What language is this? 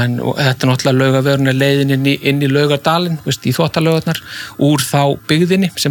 Icelandic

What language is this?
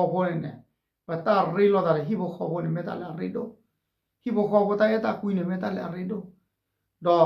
S'gaw Karen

